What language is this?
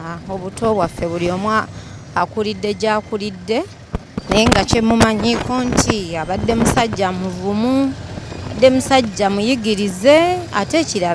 Ganda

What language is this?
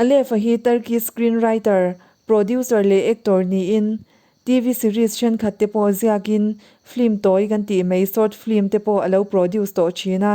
Mizo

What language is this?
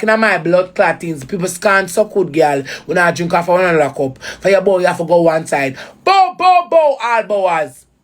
Jamaican Creole English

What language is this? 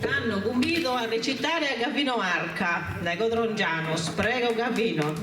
Sardinian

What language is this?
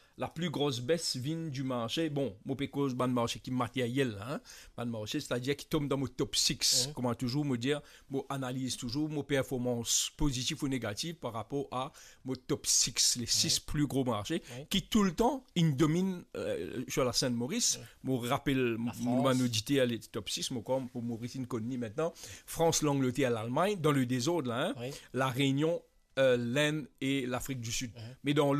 Morisyen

